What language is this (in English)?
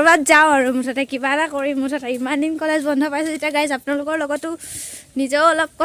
Assamese